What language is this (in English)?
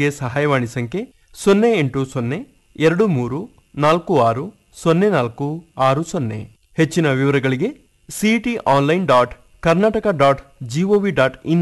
Kannada